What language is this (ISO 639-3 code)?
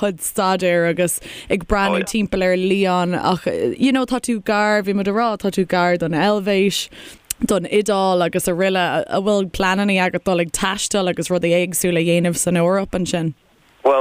gle